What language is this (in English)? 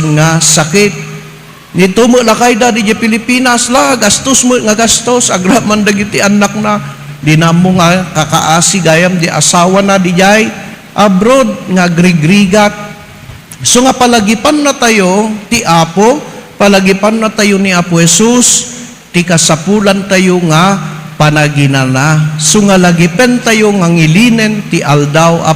Iloko